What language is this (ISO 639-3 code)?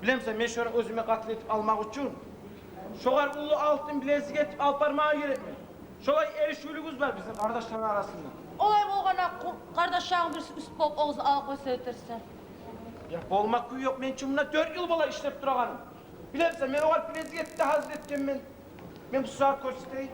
kum